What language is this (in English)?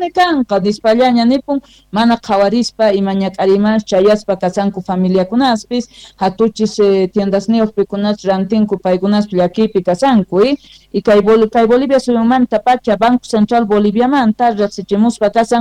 Quechua